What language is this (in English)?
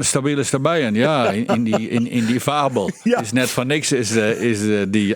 Western Frisian